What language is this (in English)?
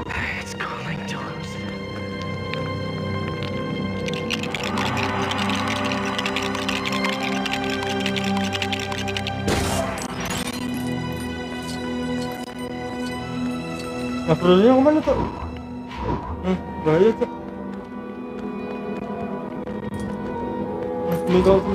Indonesian